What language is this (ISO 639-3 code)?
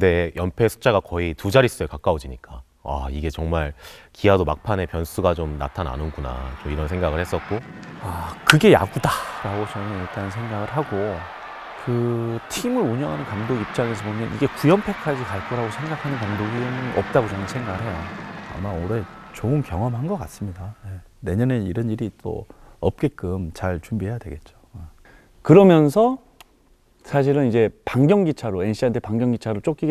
kor